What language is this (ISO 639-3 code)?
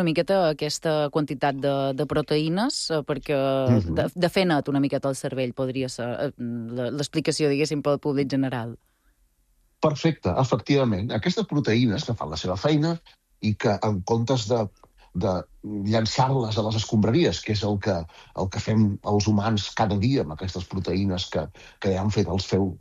cat